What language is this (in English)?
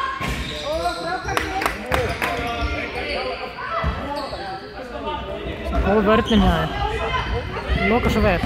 Icelandic